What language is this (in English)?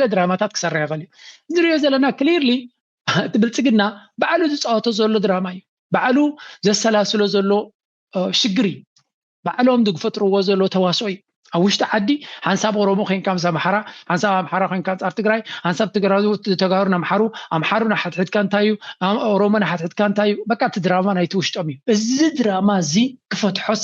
Tigrinya